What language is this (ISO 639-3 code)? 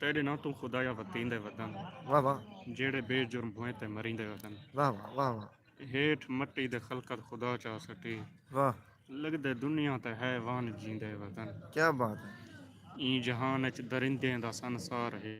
skr